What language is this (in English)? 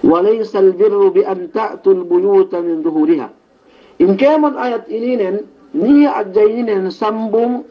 Yakan